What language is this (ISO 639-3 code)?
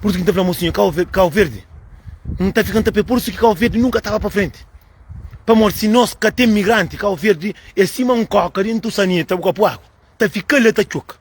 kea